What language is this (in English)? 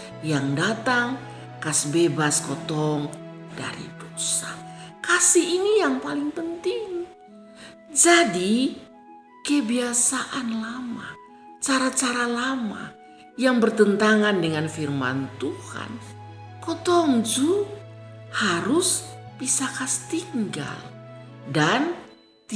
Kupang Malay